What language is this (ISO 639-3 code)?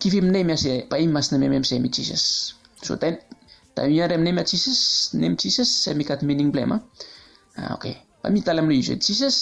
bis